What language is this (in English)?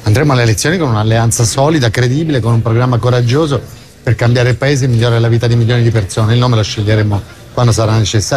Italian